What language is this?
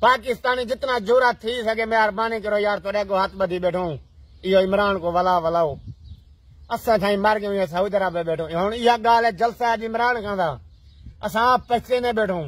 Saraiki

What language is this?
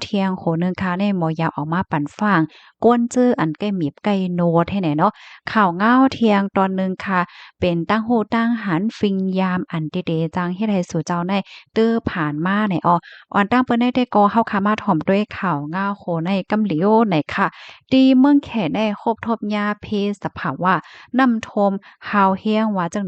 Shan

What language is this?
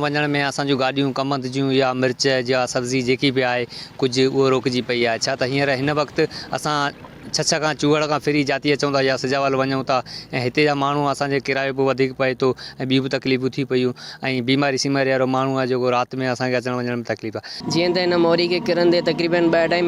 Sindhi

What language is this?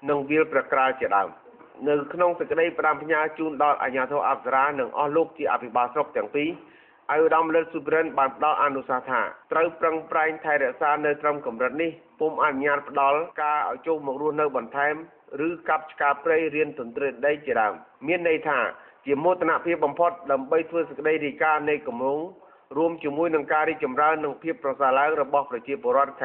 Khmer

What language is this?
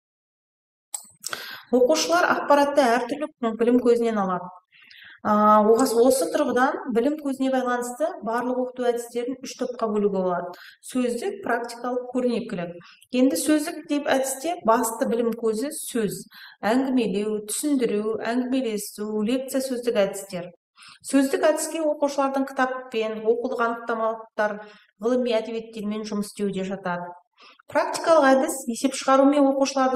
Kazakh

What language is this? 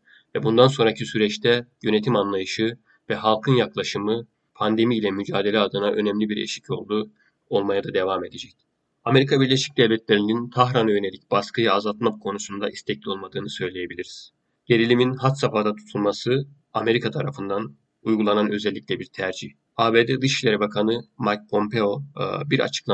Turkish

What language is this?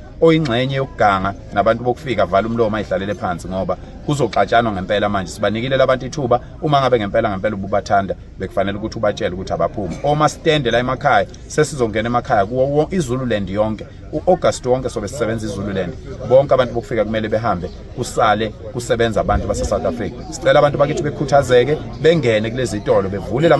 Zulu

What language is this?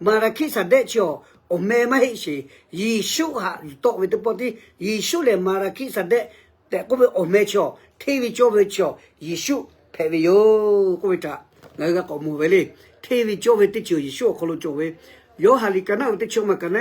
Lahu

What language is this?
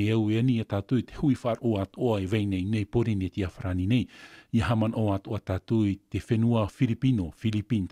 Tahitian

